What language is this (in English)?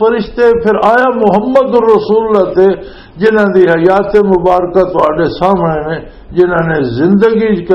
Western Panjabi